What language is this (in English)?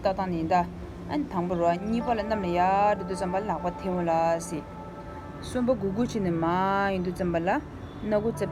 Tibetan